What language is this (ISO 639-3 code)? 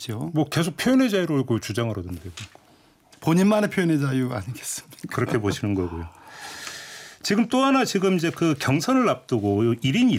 kor